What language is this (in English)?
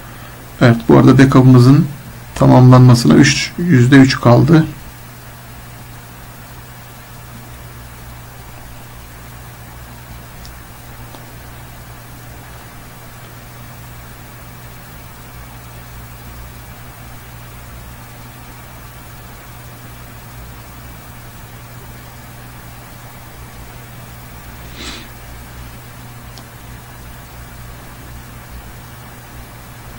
Turkish